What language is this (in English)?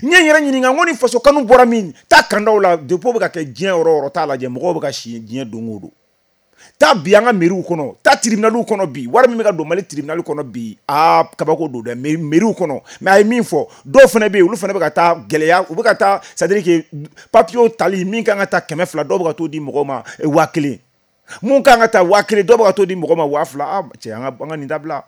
Bambara